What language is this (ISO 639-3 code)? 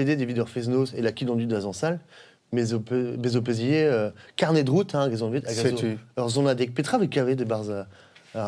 bre